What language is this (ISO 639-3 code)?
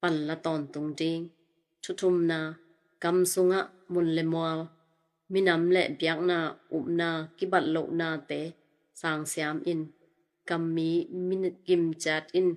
ctd